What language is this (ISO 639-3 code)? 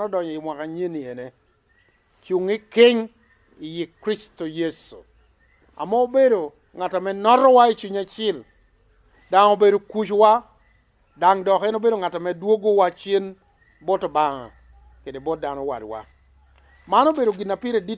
laj